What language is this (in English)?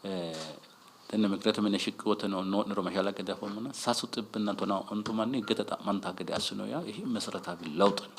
Sidamo